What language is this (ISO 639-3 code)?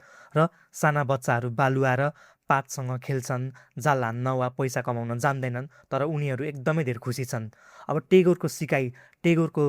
nep